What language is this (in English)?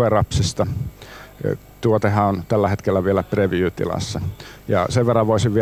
Finnish